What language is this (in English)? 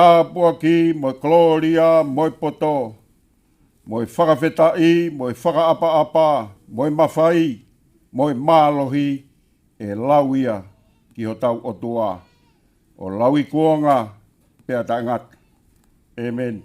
Tongan